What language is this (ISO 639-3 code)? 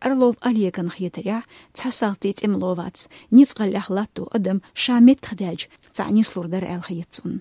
che